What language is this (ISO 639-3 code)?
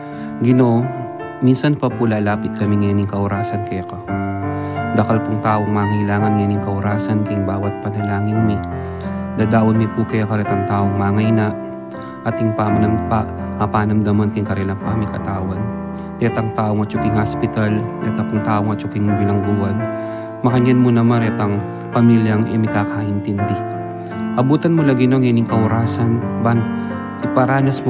pam